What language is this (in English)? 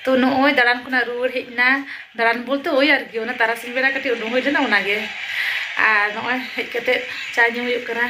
Santali